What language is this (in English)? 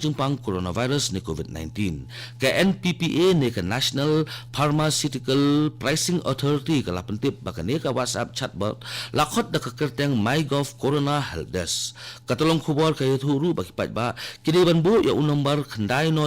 Khasi